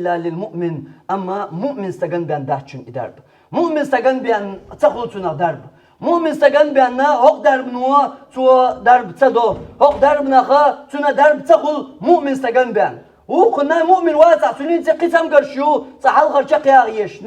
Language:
Chechen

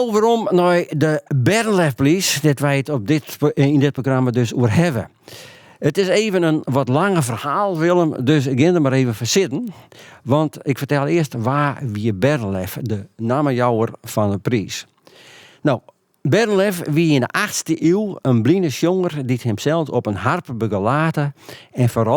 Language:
Western Frisian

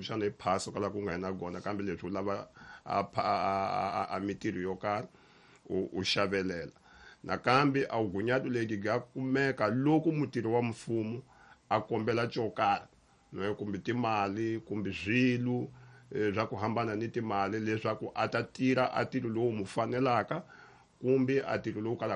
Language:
Tsonga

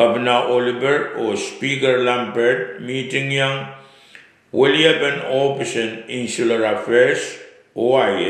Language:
Pohnpeian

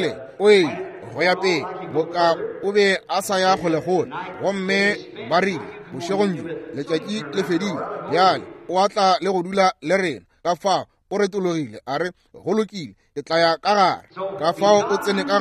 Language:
Northern Sotho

